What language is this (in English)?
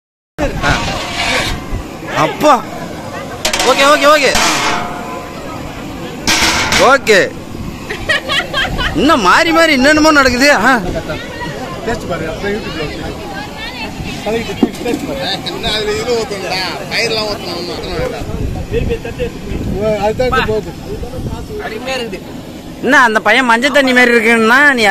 Tamil